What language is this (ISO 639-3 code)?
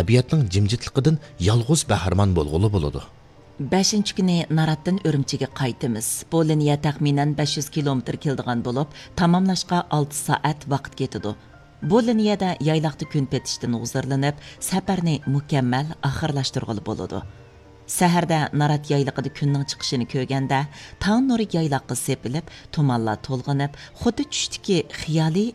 uig